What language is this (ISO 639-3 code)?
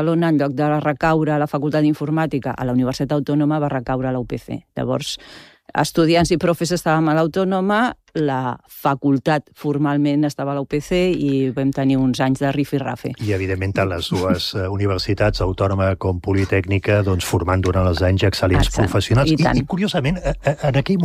cat